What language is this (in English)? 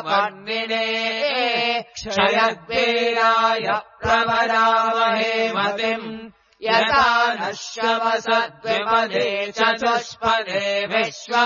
Sanskrit